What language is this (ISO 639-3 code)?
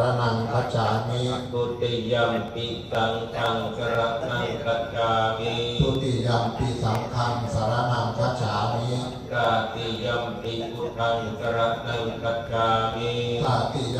pli